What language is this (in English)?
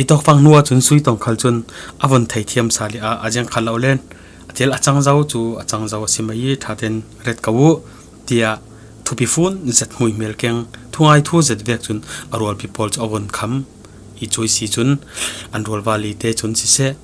Falam Chin